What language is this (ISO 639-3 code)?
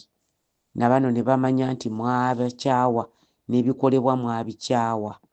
lug